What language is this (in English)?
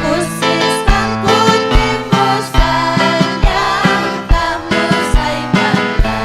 Ayacucho Quechua